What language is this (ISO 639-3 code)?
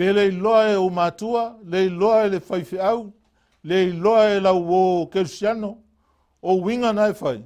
smo